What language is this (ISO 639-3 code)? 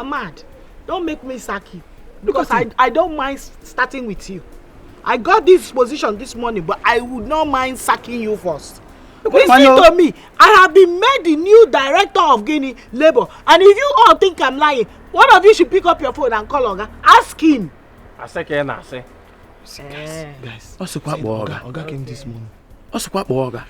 pcm